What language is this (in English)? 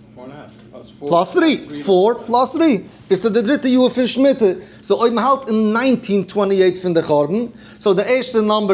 Yiddish